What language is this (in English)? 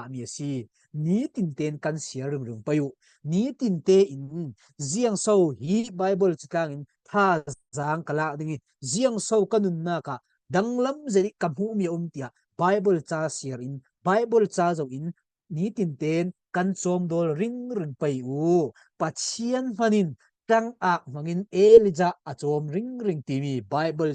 Falam Chin